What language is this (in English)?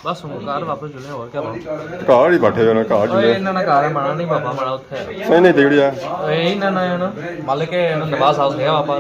Pahari-Potwari